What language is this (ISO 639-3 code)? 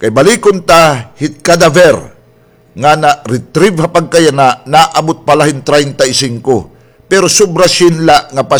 war